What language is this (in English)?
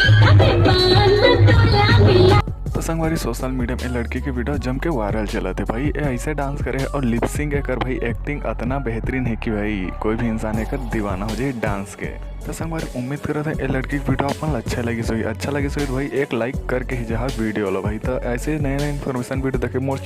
Chhattisgarhi